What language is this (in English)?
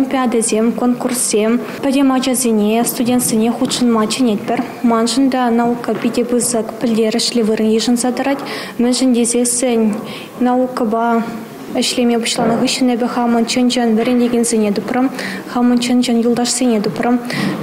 Chuvash